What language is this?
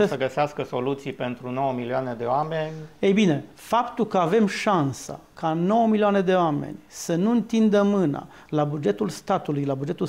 Romanian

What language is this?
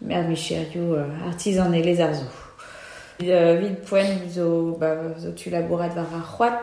Breton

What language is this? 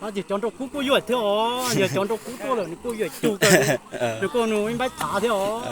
Hmong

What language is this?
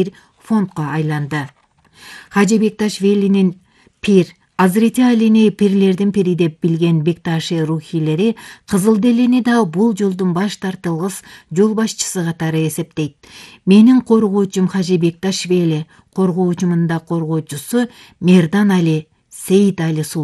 Kyrgyz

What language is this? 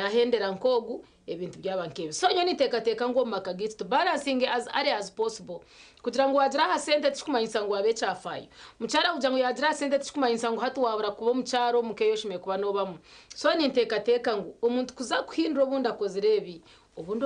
Nyankole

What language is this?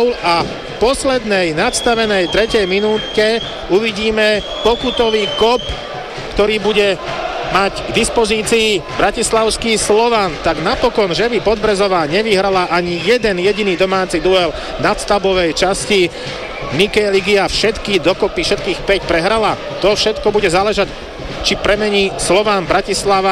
Slovak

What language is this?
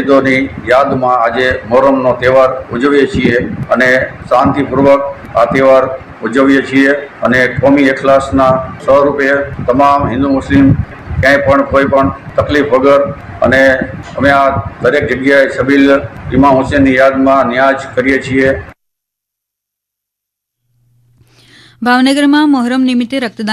Gujarati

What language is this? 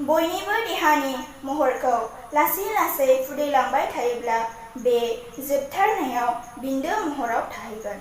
Bodo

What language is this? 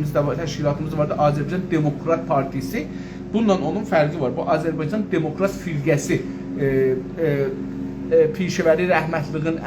South Azerbaijani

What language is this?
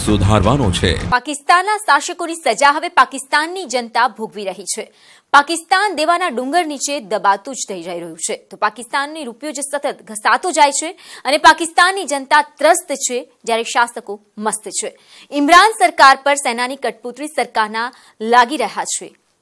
Gujarati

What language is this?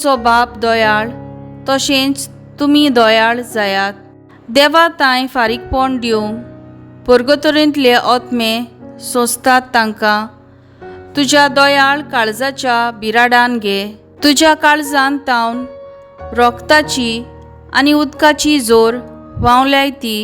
Konkani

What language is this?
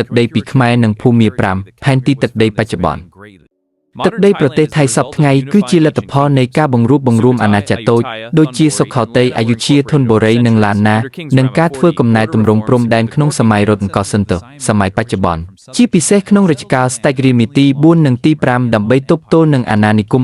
Khmer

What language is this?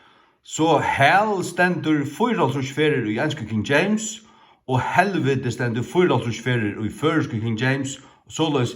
Faroese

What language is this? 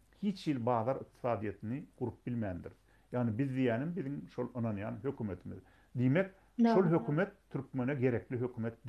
Turkmen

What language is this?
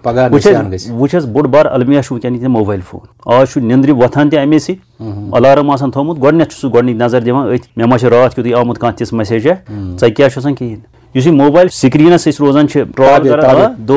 Kashmiri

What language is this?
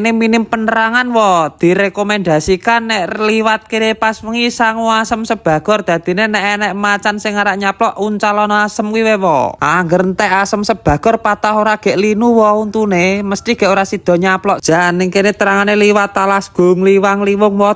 Javanese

